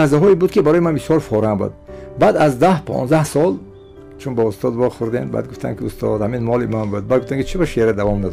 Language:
Tajik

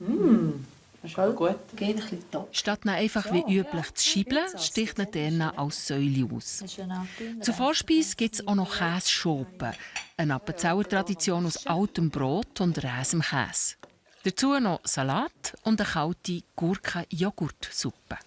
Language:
Swiss German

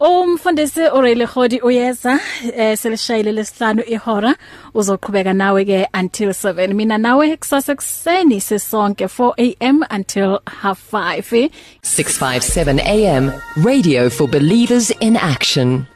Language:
English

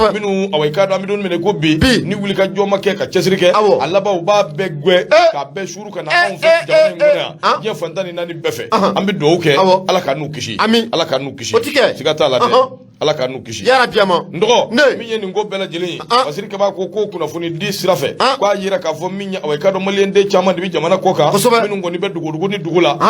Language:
Bambara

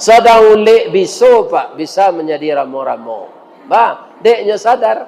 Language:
Minangkabau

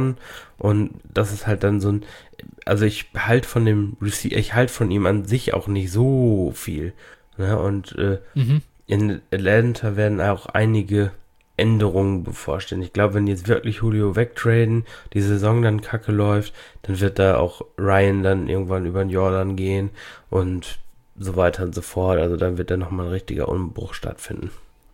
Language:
German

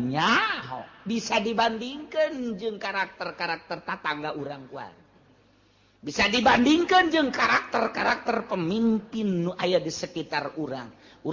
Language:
Sundanese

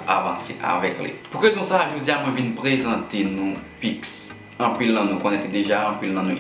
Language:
Haitian Creole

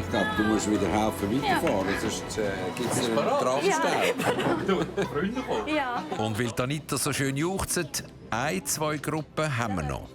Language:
Swiss German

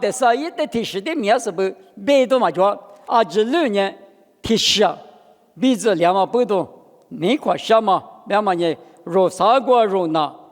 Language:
Lisu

